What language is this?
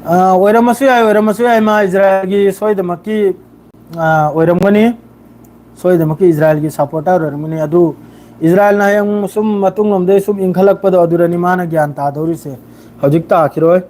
Manipuri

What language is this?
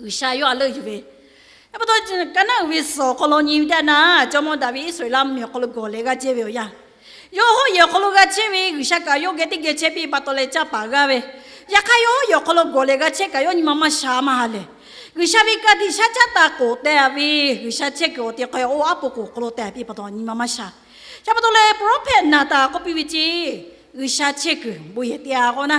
Lahu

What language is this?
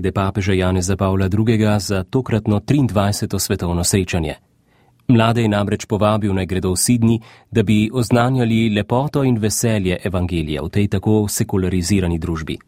Slovenian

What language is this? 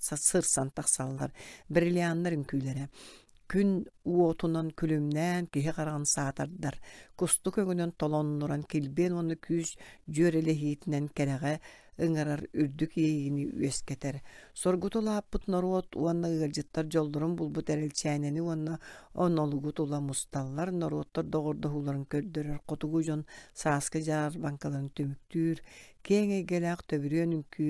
Yakut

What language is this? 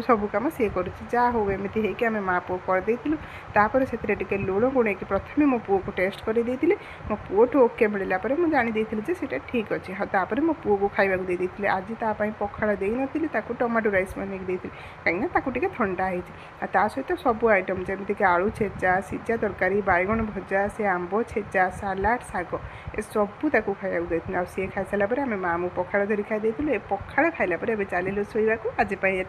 Odia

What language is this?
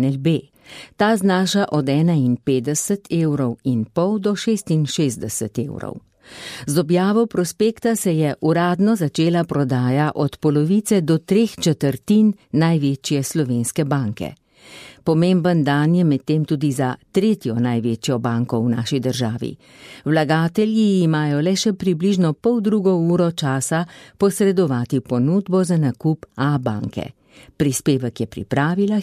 Slovenian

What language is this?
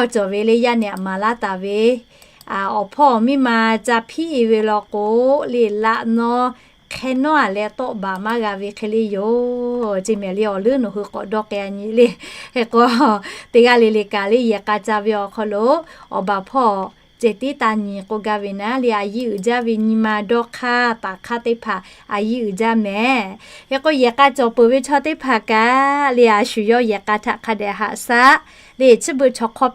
Lahu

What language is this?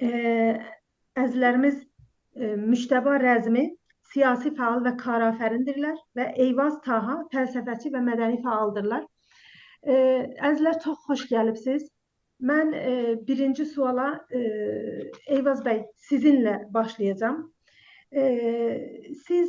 South Azerbaijani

